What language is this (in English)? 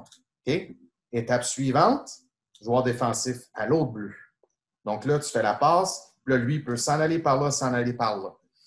French